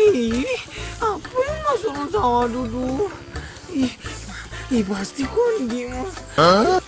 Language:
Minangkabau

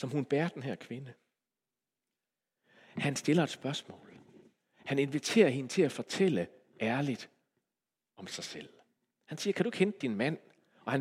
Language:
Danish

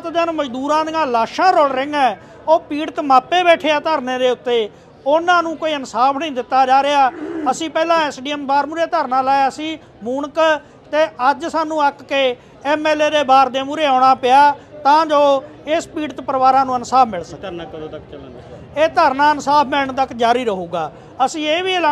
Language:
Punjabi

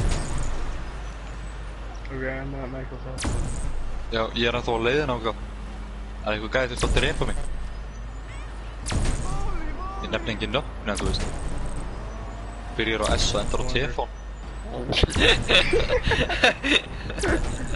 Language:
Icelandic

